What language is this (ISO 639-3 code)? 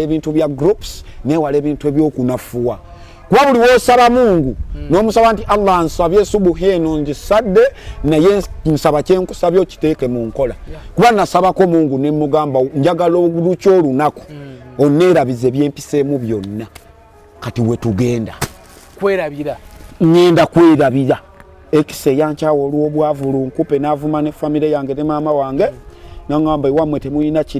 lug